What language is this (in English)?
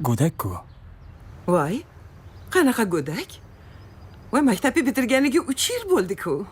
Kara-Kalpak